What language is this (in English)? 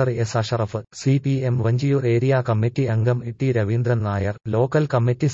Malayalam